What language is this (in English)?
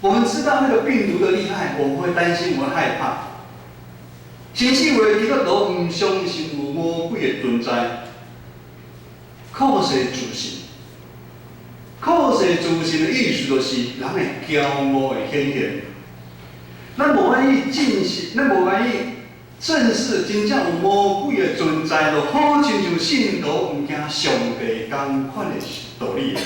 Min Nan Chinese